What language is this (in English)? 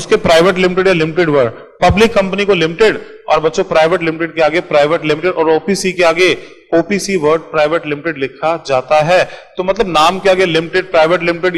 Hindi